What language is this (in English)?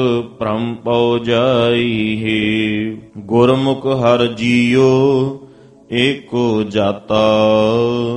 Punjabi